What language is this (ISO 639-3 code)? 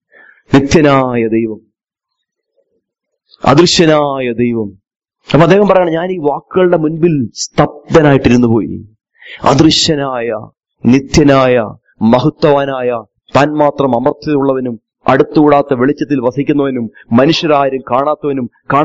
mal